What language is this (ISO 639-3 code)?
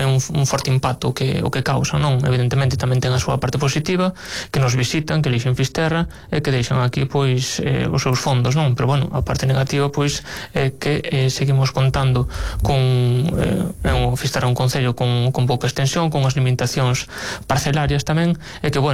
glg